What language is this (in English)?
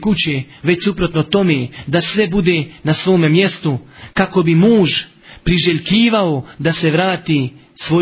Bosnian